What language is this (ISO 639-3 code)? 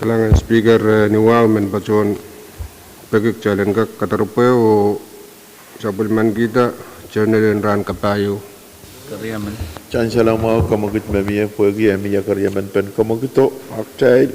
pon